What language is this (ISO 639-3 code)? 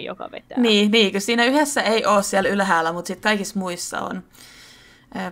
fin